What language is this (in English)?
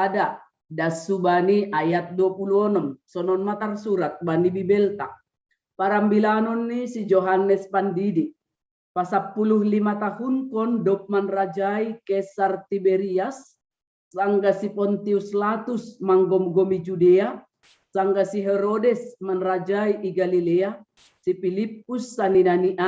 Batak Simalungun